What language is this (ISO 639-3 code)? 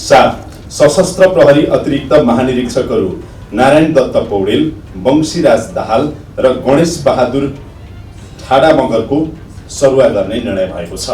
nep